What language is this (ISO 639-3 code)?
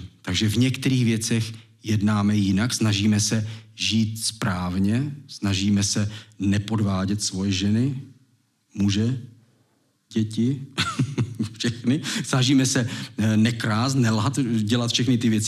ces